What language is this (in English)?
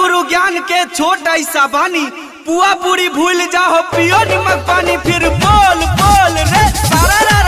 Bhojpuri